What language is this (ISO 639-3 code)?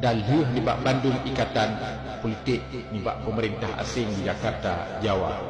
ace